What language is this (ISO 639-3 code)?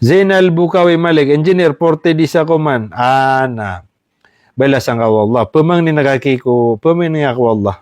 mrw